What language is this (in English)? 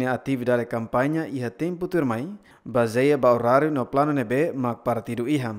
Tetum